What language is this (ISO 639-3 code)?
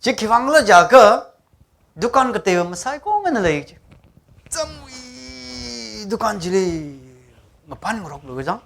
nmf